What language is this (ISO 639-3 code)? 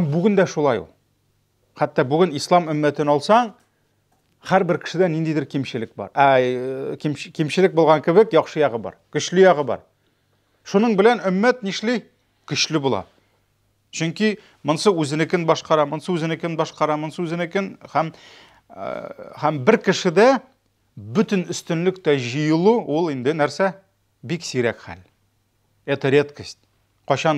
tat